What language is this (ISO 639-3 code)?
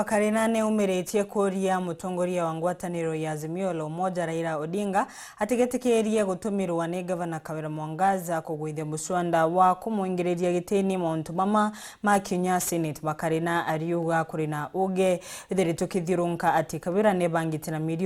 mer